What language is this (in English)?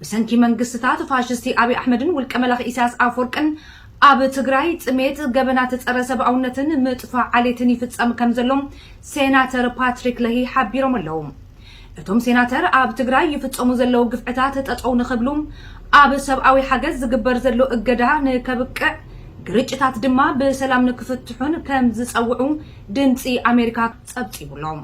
Tigrinya